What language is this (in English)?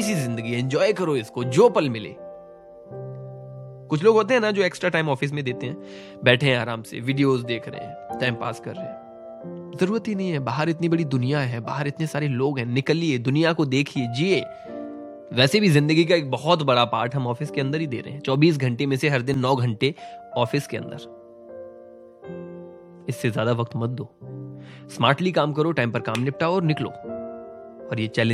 Hindi